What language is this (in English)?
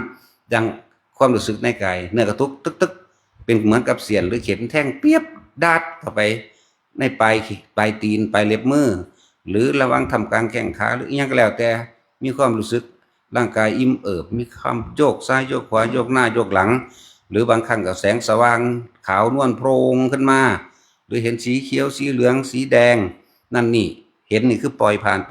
Northeastern Thai